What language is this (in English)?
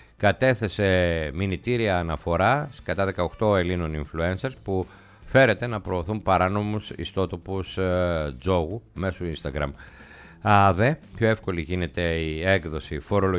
Greek